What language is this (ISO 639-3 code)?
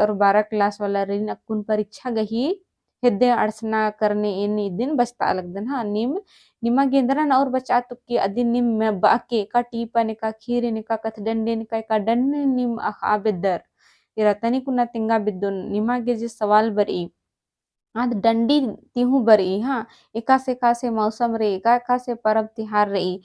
kru